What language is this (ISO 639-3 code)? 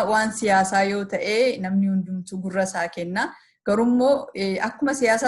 orm